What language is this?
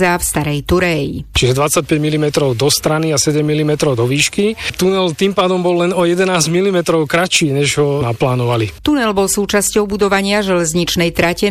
Slovak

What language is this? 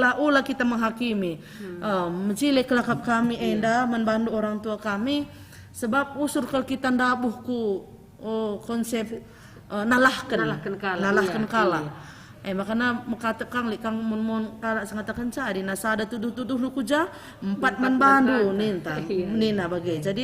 Batak Karo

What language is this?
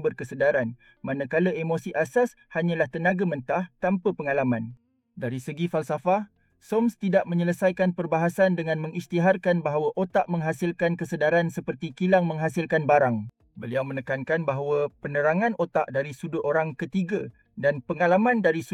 Malay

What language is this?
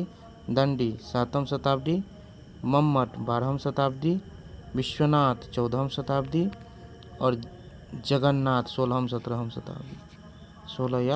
Maithili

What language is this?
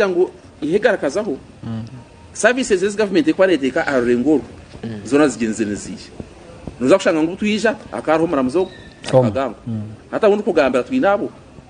Nyankole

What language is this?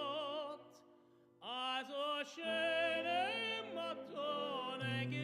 Yiddish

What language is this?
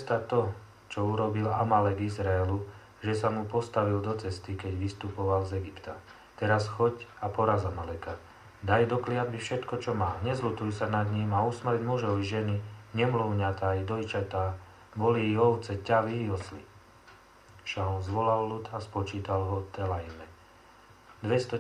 Slovak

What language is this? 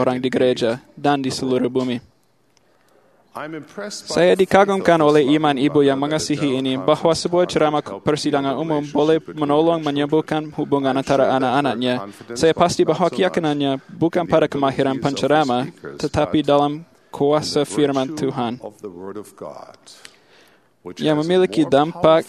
Malay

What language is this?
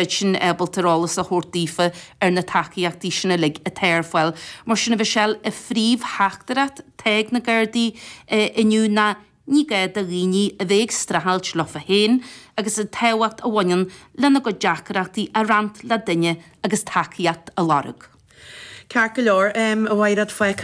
Irish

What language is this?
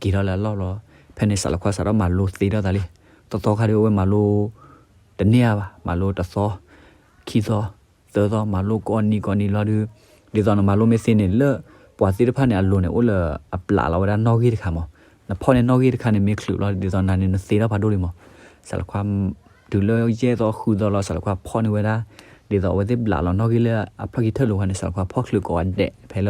S'gaw Karen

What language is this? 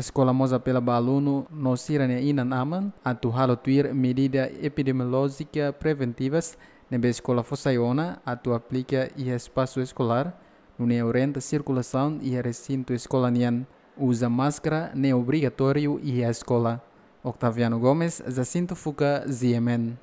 Tetum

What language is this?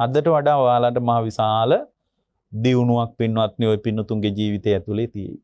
Sinhala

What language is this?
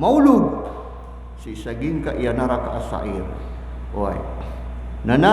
Maranao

